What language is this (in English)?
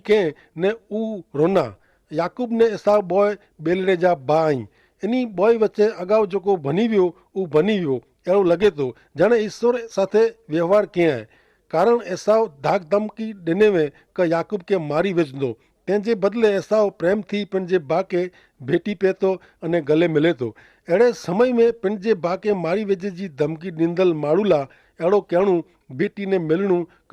Kachhi